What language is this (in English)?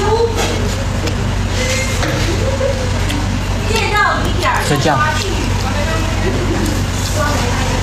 Malay